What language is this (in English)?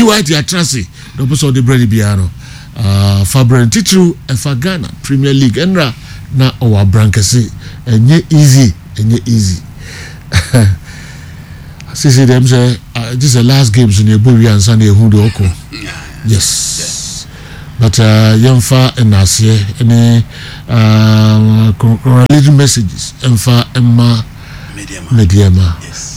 Akan